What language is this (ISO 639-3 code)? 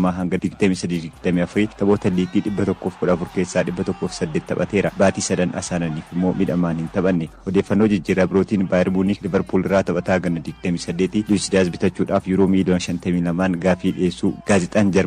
orm